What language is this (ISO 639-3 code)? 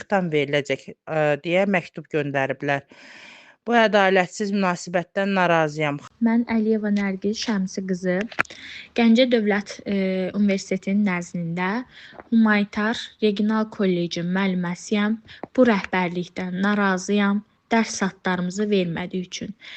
aze